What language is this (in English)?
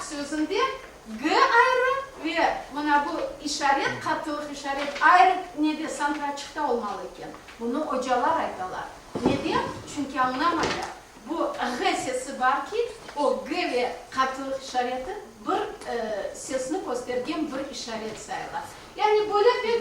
Crimean Tatar